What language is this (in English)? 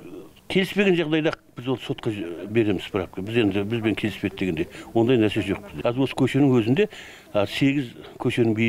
Kazakh